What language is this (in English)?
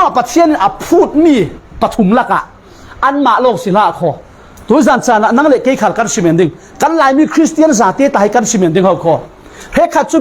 Falam Chin